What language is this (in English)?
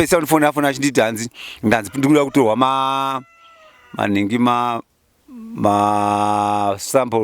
Shona